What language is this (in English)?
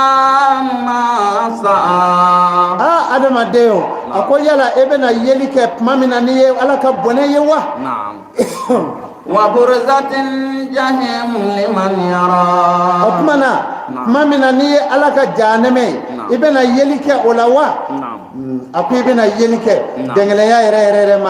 Bambara